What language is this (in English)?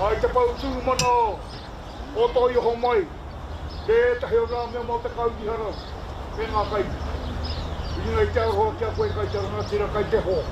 Māori